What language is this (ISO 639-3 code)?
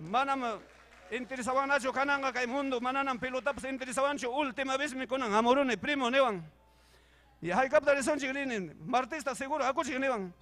quy